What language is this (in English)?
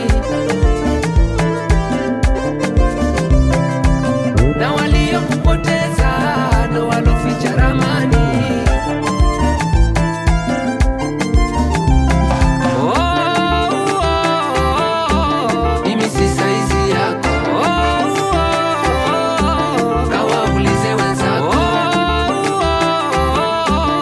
Swahili